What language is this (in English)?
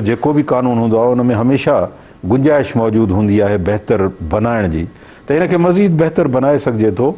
Sindhi